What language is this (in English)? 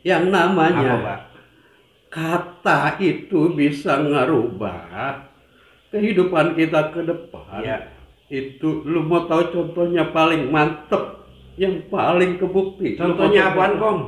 Betawi